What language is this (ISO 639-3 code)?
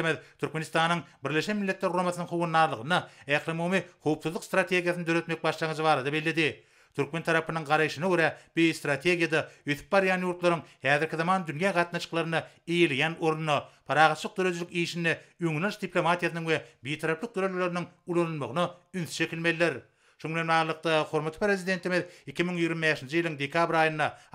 tuk